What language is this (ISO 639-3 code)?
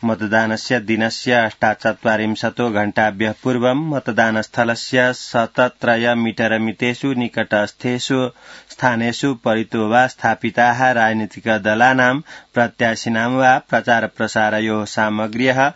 san